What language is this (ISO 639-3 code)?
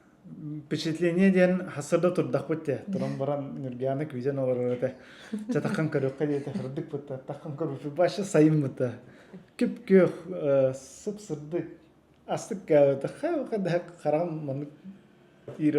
sah